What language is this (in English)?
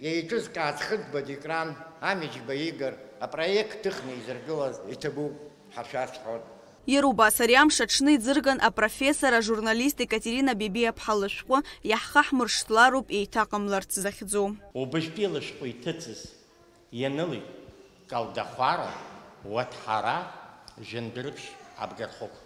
Abkhazian